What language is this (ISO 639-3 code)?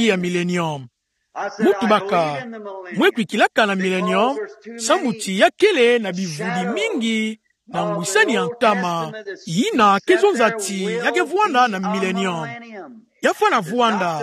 ktu